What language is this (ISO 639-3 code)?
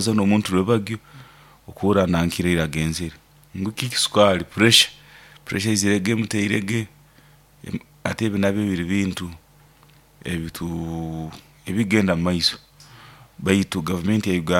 nyo